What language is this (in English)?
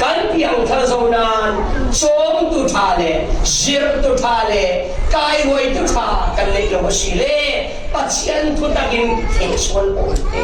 Falam Chin